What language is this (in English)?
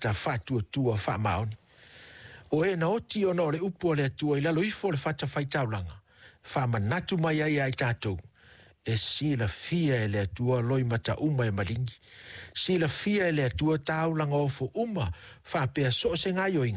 Samoan